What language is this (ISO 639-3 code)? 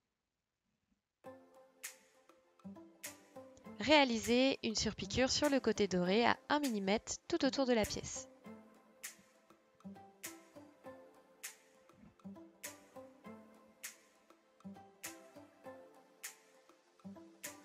fra